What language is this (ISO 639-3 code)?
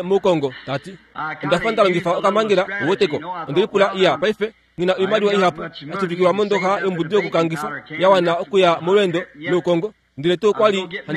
kua